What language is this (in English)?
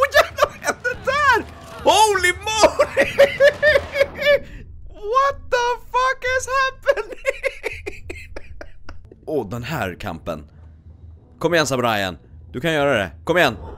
Swedish